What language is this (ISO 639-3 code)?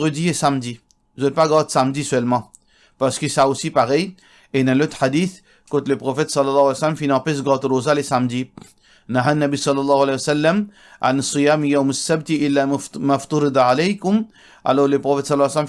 mfe